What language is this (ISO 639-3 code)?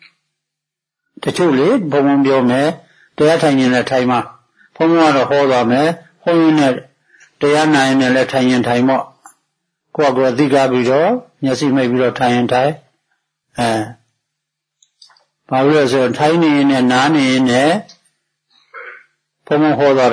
mya